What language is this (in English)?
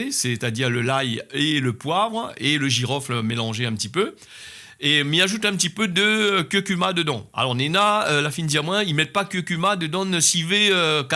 Réunion Creole French